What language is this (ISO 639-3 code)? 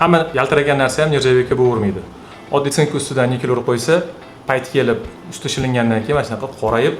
uzb